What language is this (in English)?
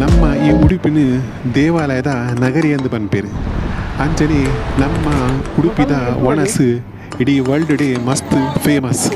Tulu